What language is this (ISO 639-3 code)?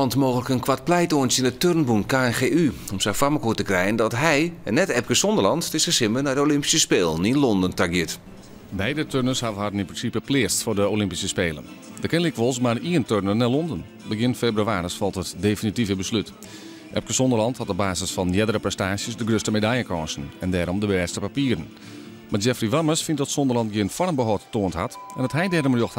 fry